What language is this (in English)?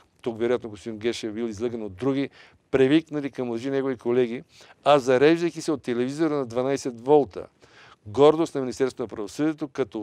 Bulgarian